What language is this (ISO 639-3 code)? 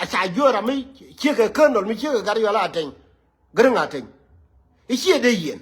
nus